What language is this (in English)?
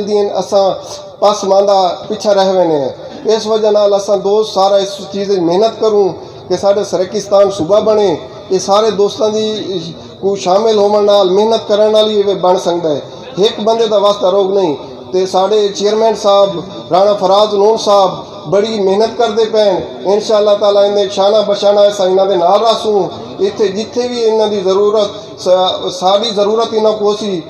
Saraiki